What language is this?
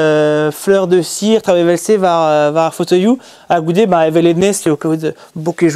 Breton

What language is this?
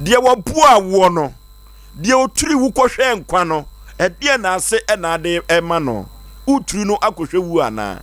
Akan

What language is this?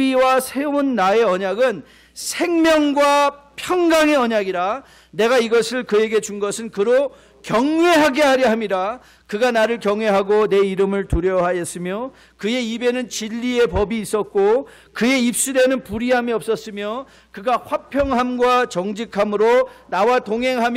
Korean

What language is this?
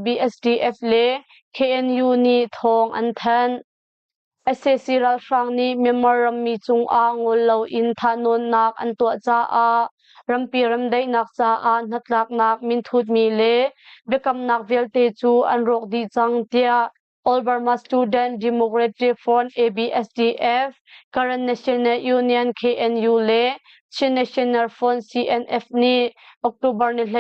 Hakha Chin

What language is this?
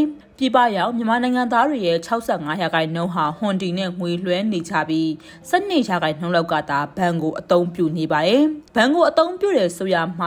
Burmese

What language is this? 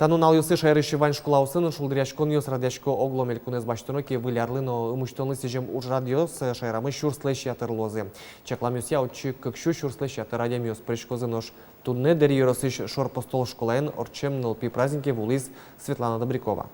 Udmurt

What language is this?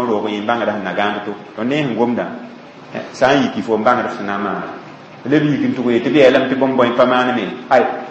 Mossi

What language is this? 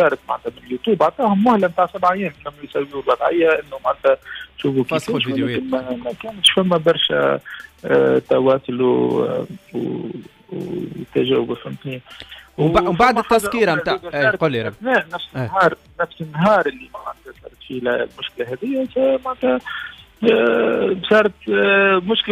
Tunisian Arabic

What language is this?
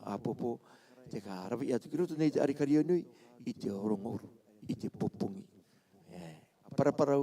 Rarotongan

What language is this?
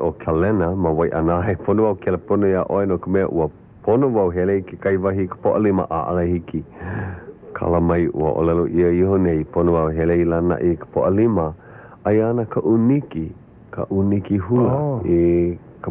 Hawaiian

